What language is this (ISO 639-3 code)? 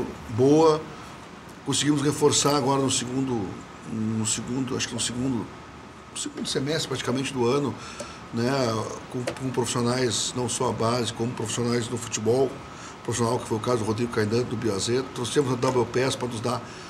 por